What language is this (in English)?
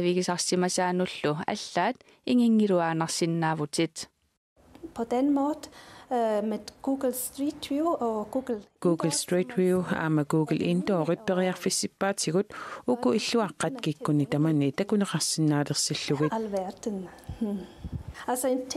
Kalaallisut